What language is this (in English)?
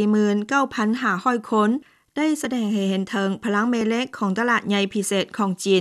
Lao